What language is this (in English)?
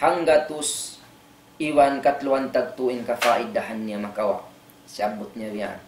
Tausug